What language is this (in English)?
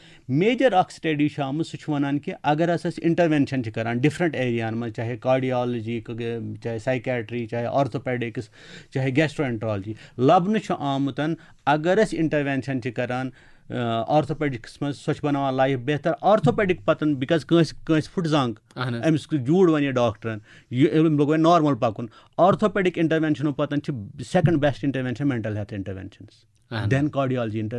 Kashmiri